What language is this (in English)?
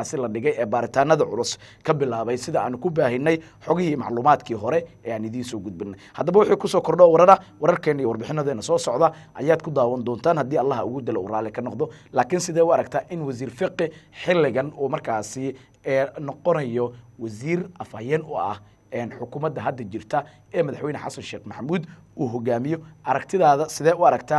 Somali